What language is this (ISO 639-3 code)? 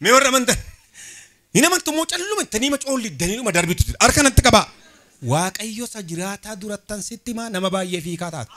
orm